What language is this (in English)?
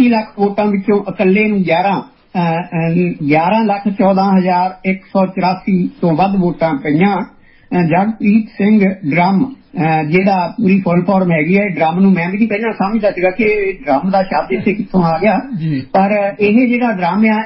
Punjabi